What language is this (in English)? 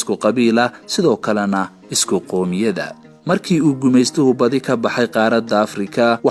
Somali